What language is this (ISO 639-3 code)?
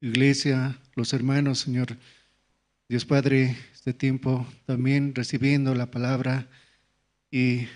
aym